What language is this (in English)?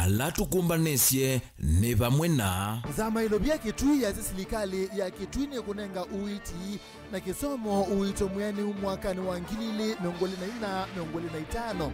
Kamba